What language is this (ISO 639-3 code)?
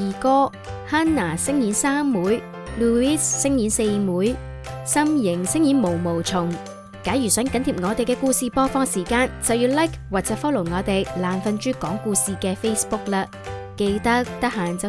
yue